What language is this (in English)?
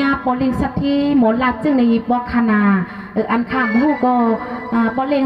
Shan